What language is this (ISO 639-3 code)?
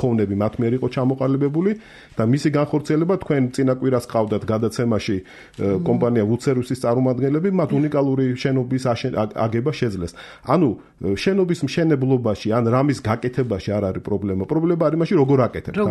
kat